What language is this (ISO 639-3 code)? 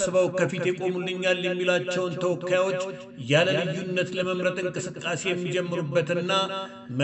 amh